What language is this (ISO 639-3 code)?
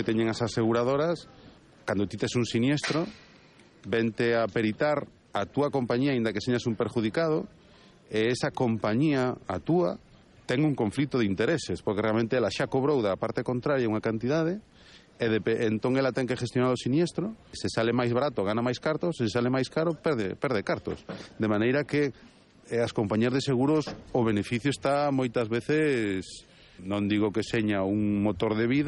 glg